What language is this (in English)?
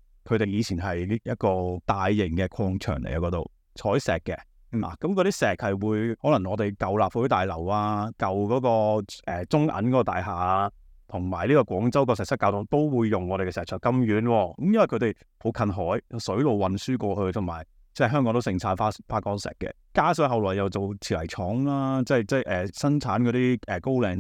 Cantonese